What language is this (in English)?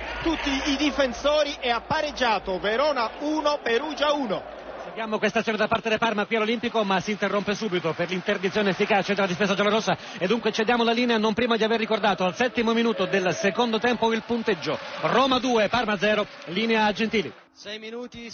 Italian